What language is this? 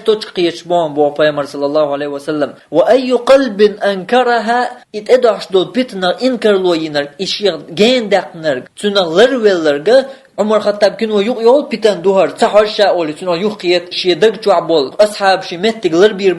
Chechen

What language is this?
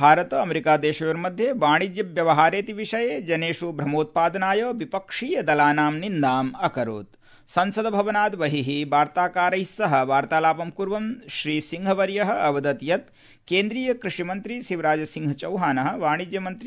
Sanskrit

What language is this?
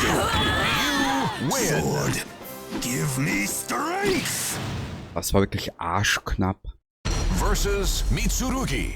Bavarian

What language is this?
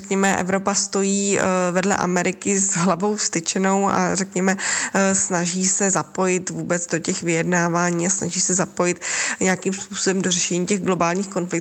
Czech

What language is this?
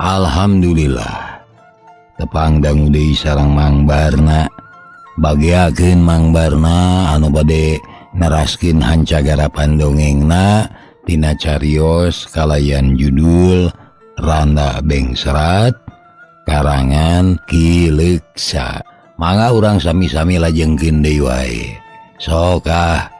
Sundanese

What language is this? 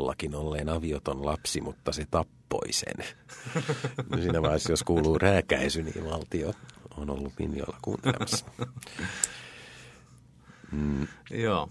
Finnish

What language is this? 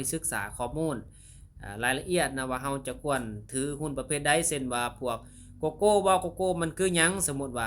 Lao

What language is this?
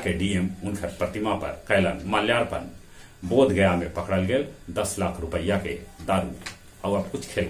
Magahi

